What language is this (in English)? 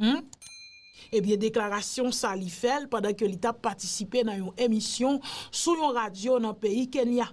Haitian Creole